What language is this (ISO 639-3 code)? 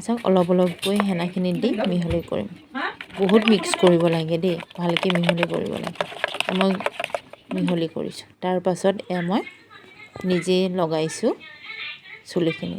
asm